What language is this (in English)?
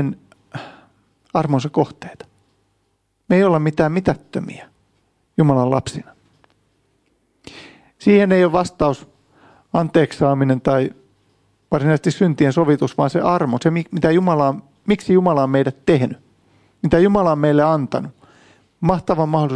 Finnish